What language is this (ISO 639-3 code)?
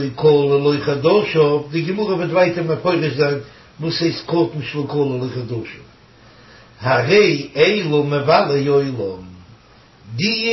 yid